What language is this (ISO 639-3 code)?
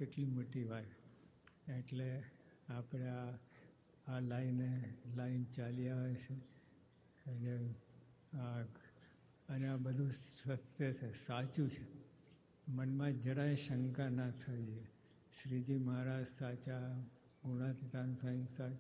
guj